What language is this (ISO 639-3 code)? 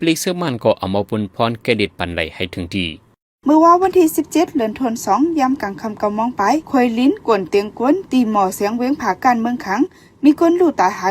shn